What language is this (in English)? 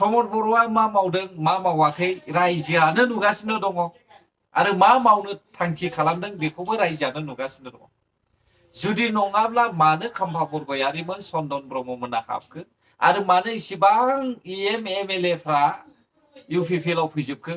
Bodo